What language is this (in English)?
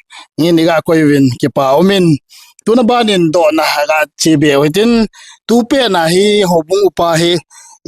Thado Chin